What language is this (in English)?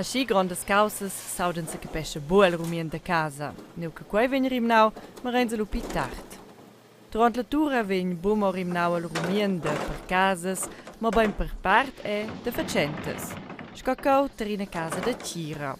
Romansh